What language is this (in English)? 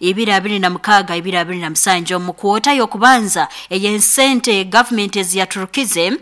Nyoro